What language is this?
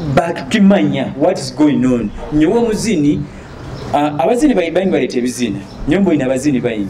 Nyoro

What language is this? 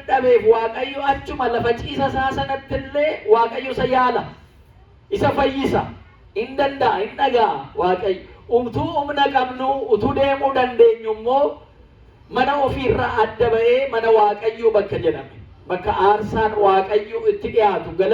Oromo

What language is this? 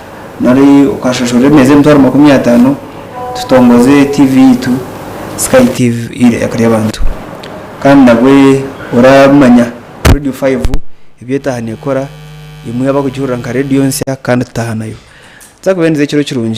Nyankole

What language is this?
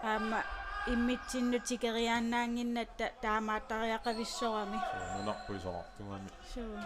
Kalaallisut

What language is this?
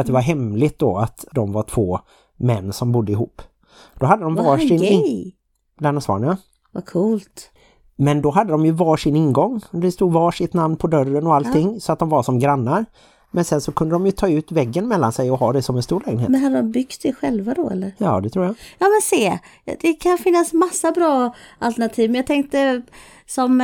Swedish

